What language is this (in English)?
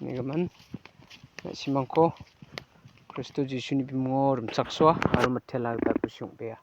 Garo